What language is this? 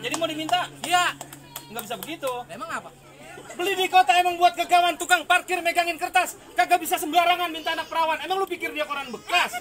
Betawi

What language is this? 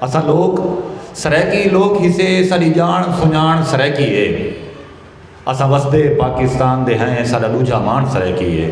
Saraiki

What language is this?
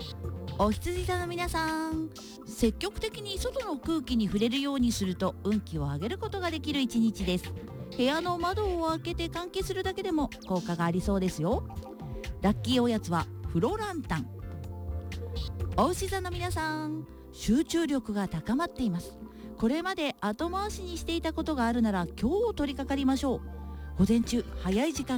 Japanese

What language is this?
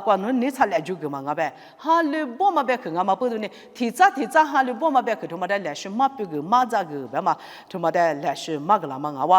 Lisu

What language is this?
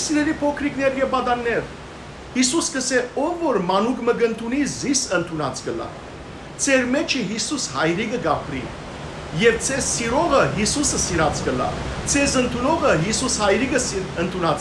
Western Armenian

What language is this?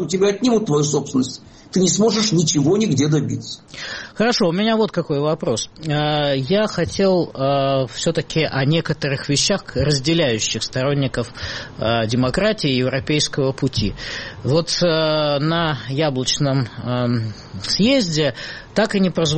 Russian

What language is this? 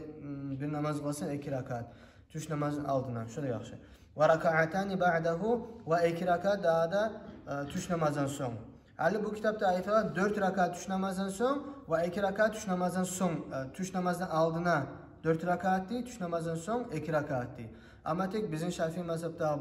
Kumyk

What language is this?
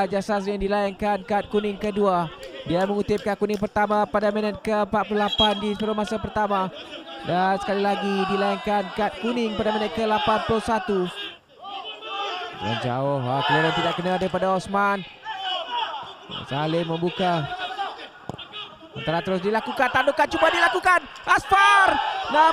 Malay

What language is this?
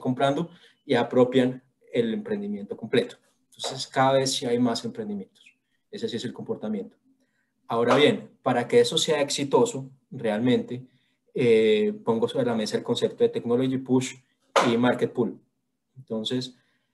Spanish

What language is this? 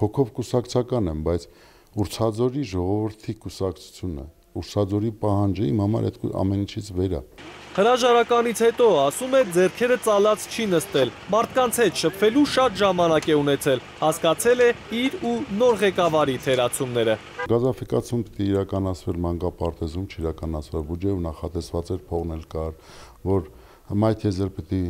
Armenian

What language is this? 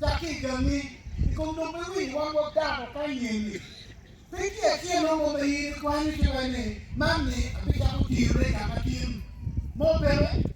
Acoli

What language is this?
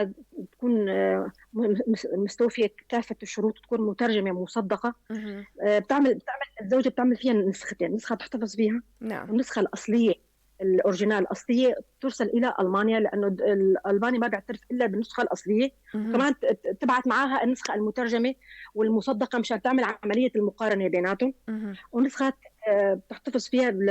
North Levantine Arabic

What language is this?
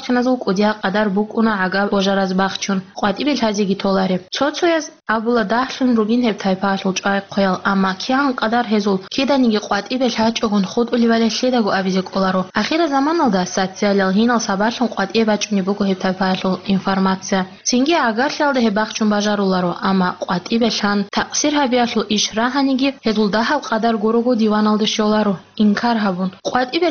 Avaric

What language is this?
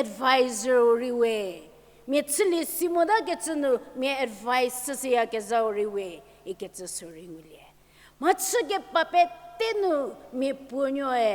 Angami Naga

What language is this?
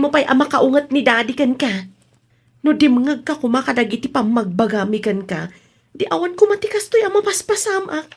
Iloko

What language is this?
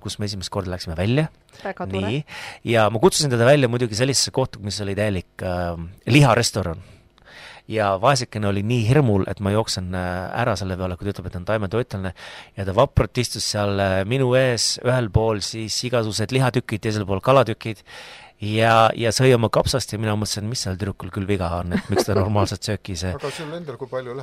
Estonian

